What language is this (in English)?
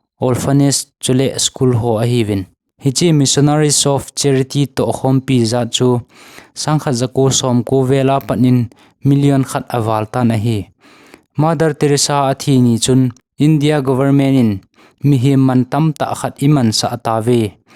Thado Chin